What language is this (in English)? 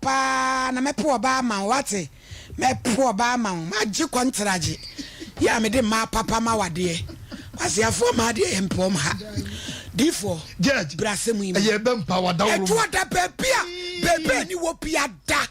Akan